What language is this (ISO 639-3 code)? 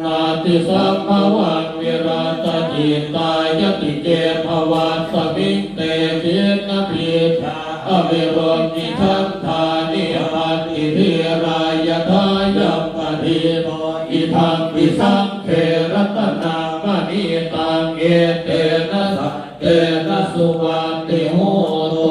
pli